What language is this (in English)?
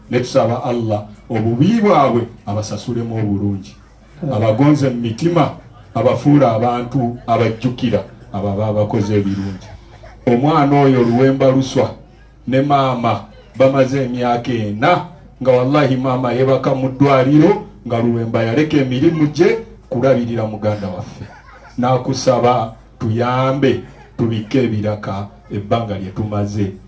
Ganda